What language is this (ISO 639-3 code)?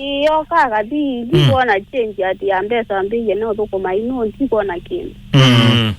kam